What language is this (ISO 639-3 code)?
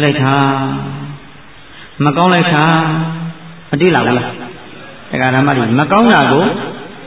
mya